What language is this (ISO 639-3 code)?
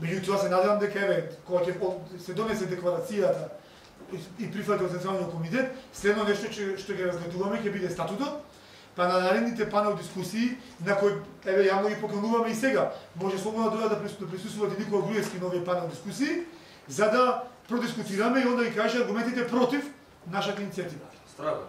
mkd